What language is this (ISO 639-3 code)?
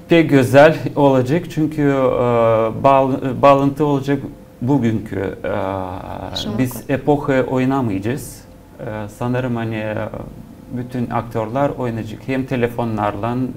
gag